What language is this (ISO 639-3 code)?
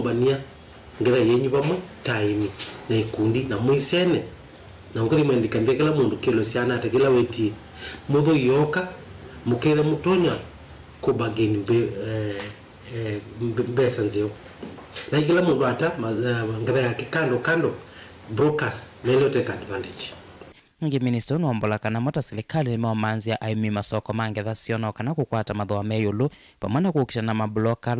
kam